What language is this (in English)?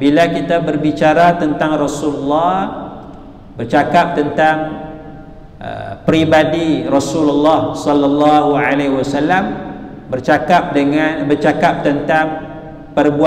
Malay